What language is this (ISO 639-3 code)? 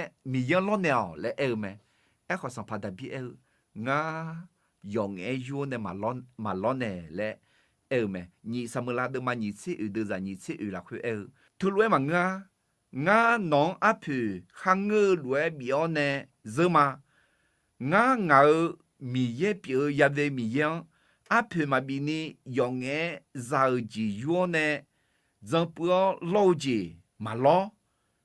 ahk